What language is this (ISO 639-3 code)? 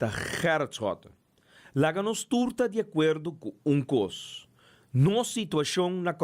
pap